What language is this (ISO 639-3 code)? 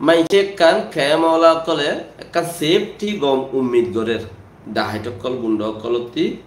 rhg